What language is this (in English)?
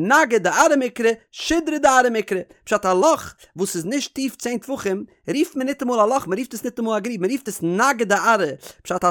Yiddish